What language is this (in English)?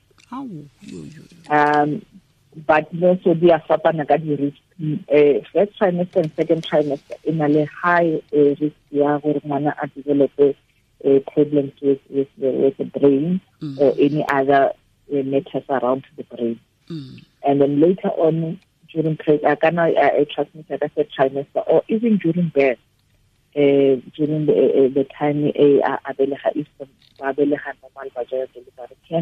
Tswana